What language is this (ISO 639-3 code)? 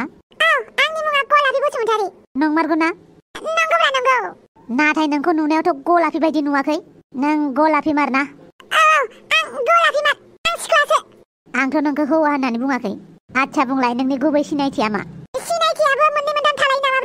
brx